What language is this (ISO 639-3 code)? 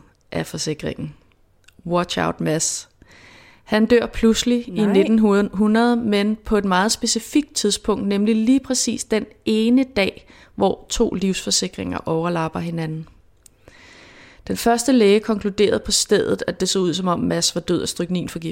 dan